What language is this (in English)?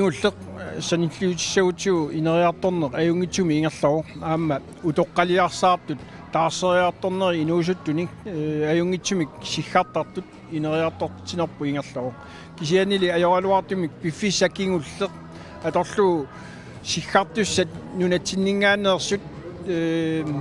Kalaallisut